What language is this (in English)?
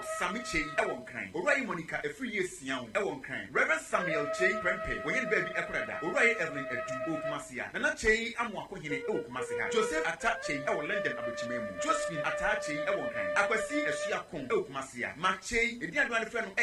Akan